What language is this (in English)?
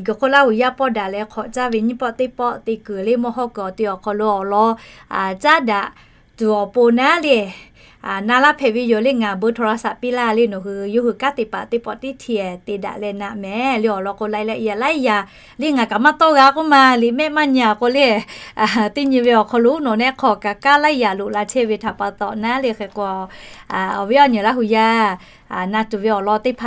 Lahu